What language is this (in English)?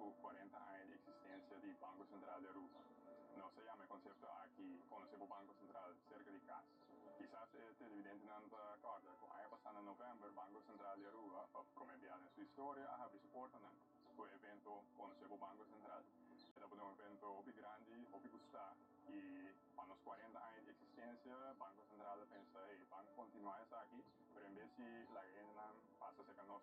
Papiamento